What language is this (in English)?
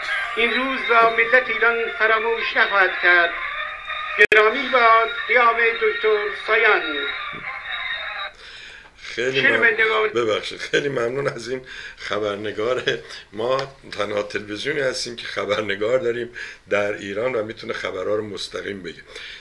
Persian